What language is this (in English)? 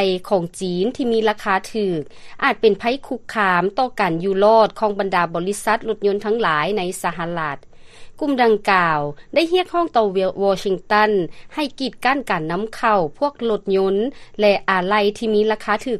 Lao